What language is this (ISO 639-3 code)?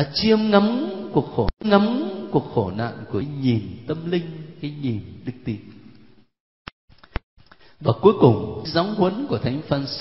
vie